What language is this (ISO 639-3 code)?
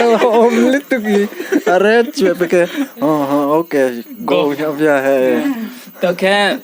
ria